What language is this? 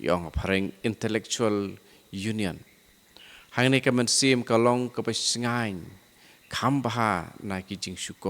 Khasi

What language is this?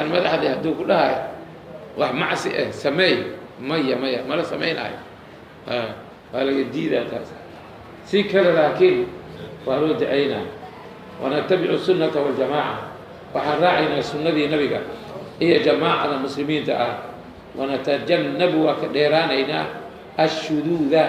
Somali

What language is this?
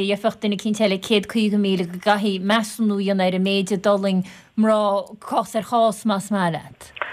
Irish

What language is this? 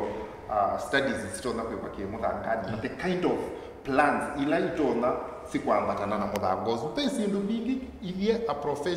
Kamba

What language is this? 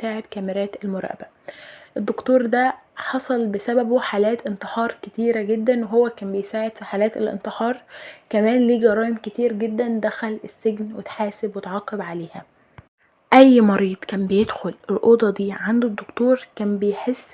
Egyptian Arabic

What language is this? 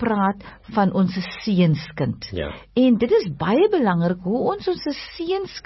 Afrikaans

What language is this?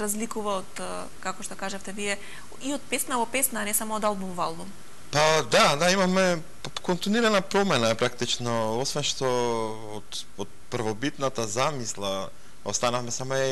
Macedonian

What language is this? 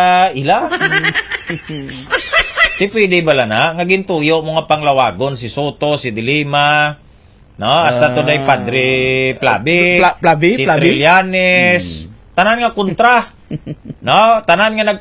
Hiligaynon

